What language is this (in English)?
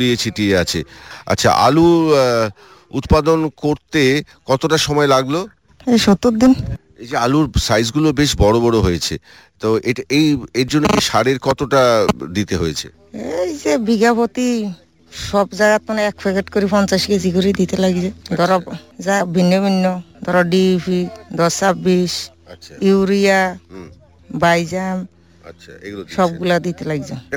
Bangla